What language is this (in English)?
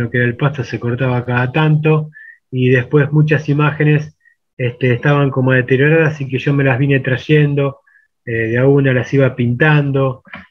Spanish